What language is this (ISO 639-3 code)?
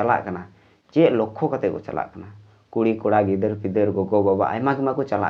sat